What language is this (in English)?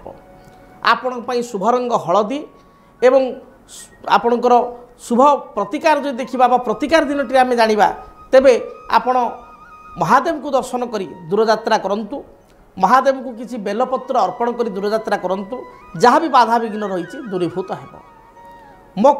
Odia